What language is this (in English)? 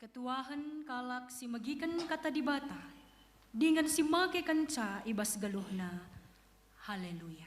Batak Karo